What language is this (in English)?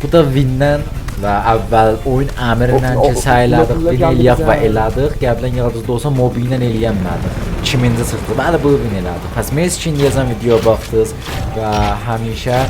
South Azerbaijani